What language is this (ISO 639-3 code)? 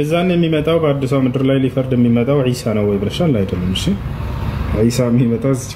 amh